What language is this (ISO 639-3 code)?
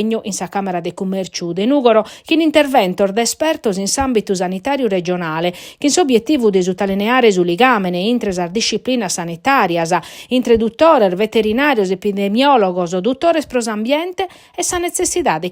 srd